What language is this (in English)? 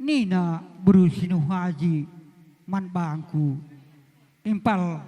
Batak Karo